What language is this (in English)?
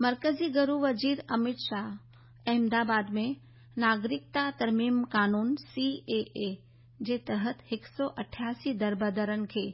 Sindhi